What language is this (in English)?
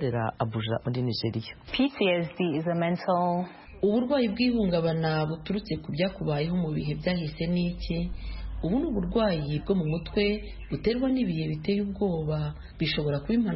Kinyarwanda